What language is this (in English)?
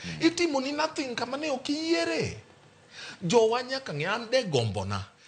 Luo (Kenya and Tanzania)